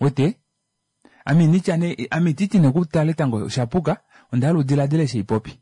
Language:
Kuanyama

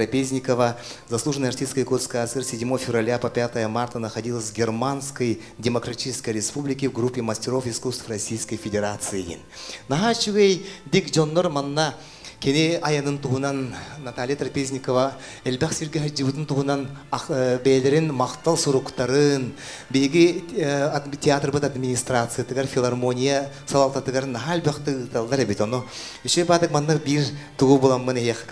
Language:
Yakut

